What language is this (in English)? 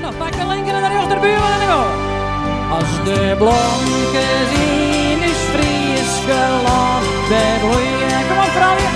Western Frisian